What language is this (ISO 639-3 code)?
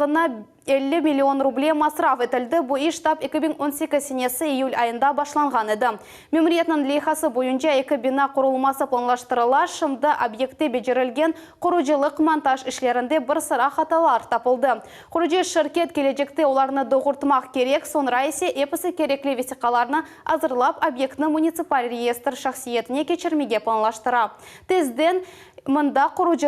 crh